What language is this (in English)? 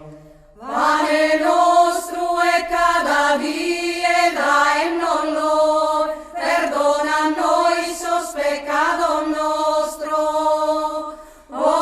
Sardinian